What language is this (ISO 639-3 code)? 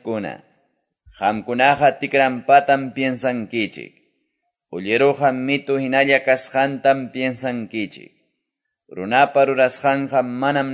que